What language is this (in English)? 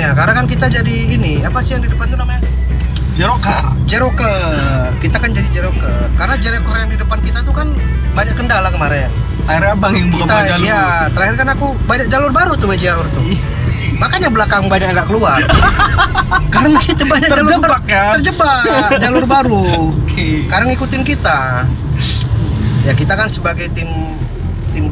Indonesian